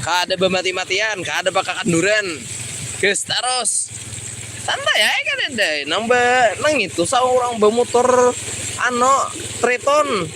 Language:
Banjar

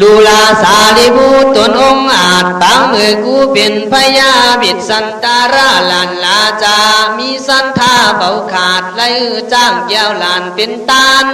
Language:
Khün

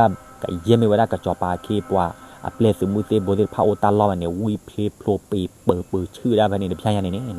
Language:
S'gaw Karen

